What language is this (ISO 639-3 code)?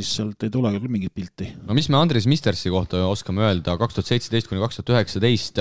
est